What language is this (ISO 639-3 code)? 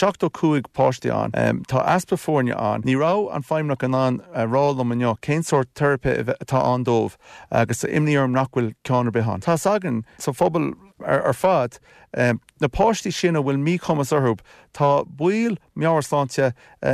gle